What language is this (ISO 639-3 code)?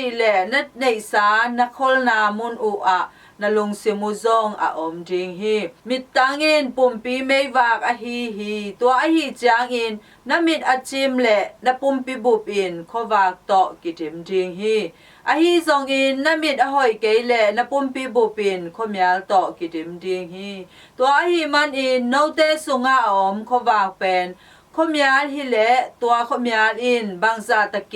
ctd